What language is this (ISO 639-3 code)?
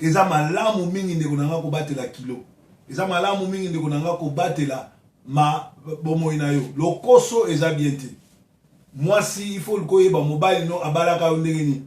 lin